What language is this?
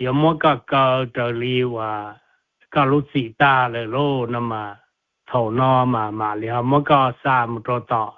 Hmong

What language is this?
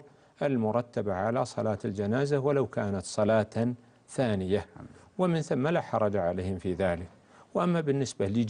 Arabic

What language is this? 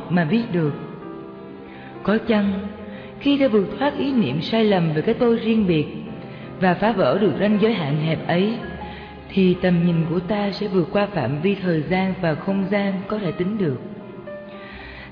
Vietnamese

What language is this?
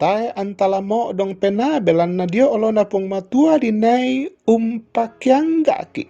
Toraja-Sa'dan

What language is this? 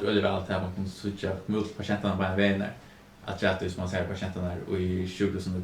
Faroese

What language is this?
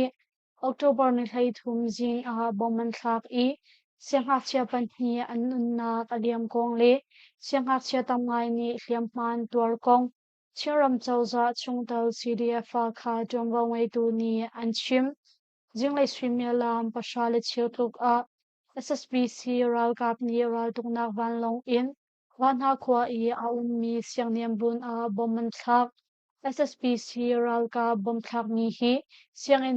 Hakha Chin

